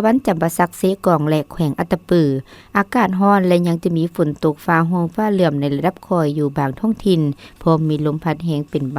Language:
Lao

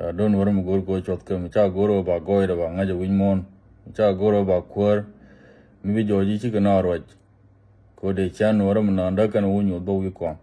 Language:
Nuer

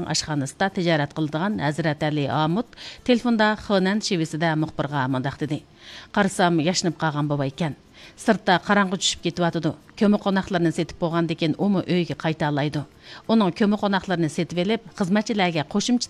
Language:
Uyghur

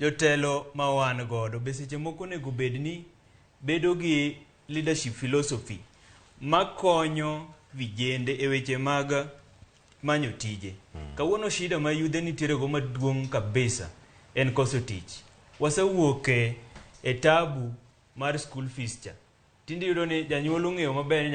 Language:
Luo (Kenya and Tanzania)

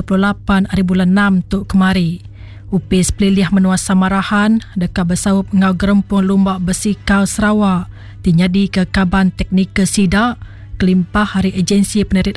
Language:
Iban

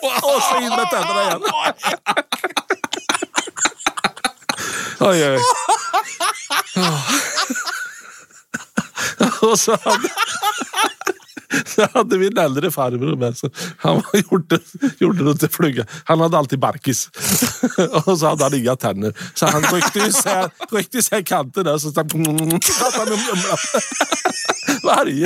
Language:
Swedish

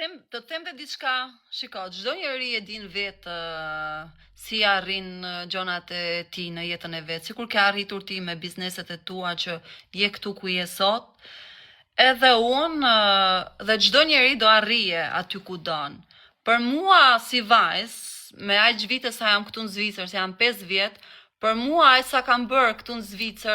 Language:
Albanian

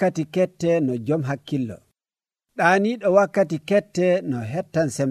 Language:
Nigerian Fulfulde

